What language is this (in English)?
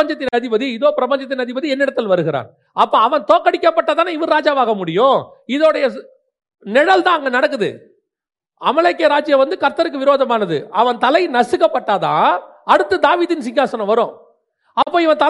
Tamil